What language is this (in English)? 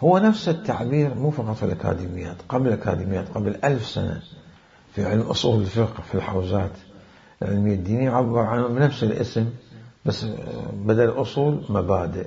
Mesopotamian Arabic